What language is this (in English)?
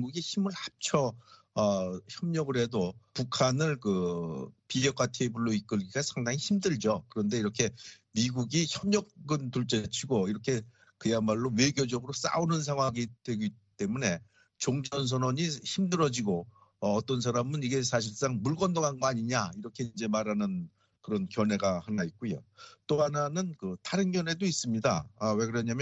Korean